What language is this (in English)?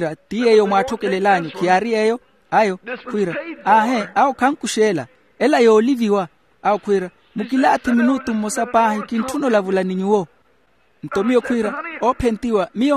Makhuwa